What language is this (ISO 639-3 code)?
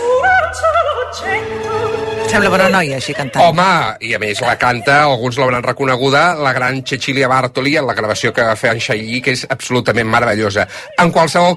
cat